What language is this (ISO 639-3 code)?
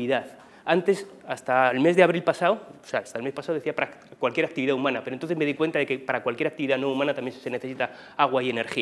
spa